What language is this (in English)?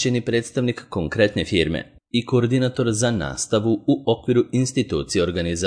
Serbian